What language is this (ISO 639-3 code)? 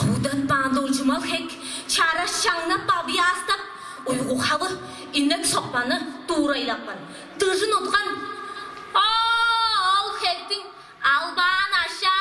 tyv